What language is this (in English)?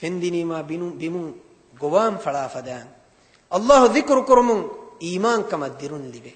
Divehi